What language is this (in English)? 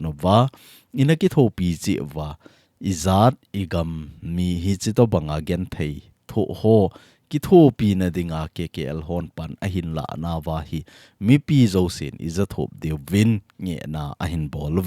Thado Chin